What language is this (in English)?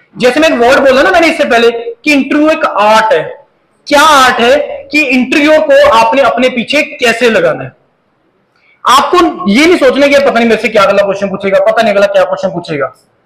Hindi